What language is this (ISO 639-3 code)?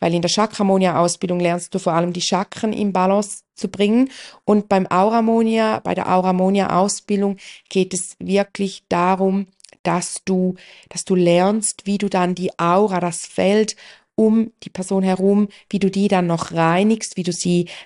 deu